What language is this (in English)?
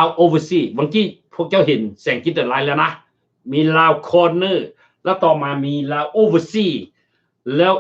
Lao